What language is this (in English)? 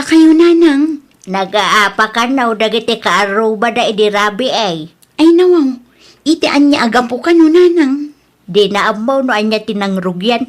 Iloko